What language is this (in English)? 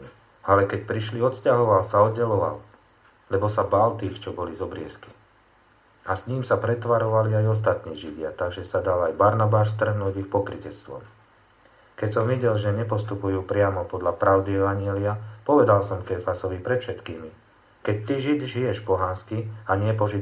Slovak